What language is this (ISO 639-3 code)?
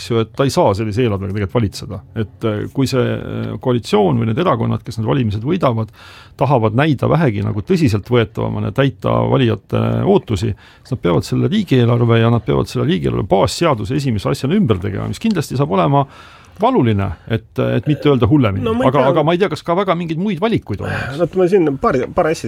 est